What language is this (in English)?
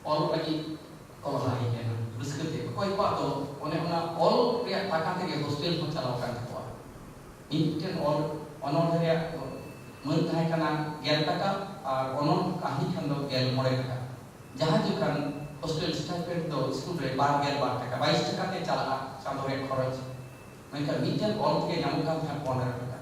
Santali